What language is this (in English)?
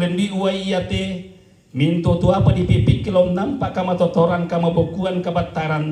Toraja-Sa'dan